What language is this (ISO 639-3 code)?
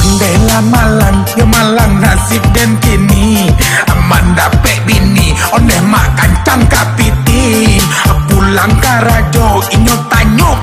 min